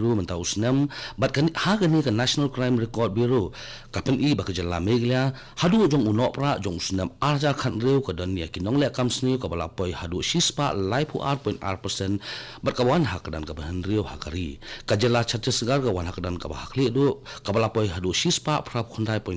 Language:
Khasi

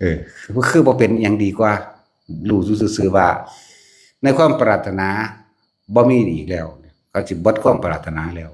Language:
Northeastern Thai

